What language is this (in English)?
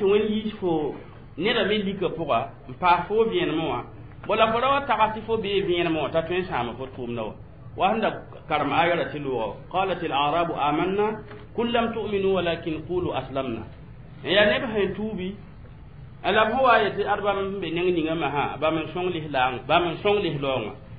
Mossi